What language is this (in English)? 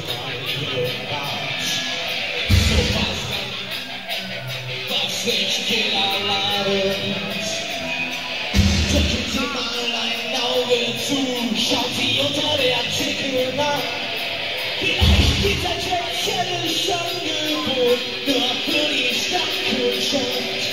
German